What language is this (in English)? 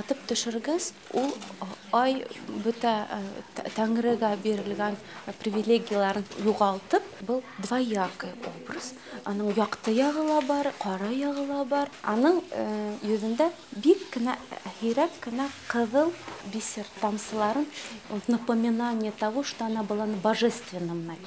Bashkir